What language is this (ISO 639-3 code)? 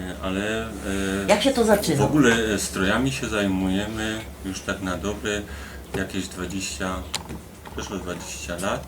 szl